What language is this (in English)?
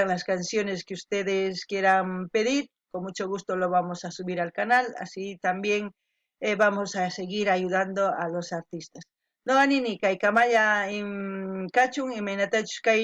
Quechua